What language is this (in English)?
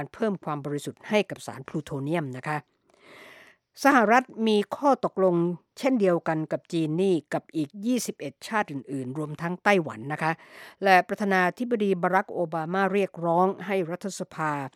Thai